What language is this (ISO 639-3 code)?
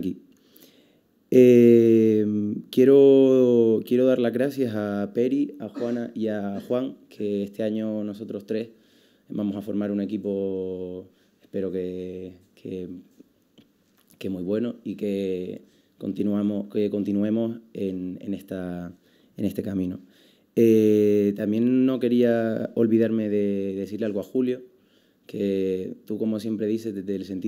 spa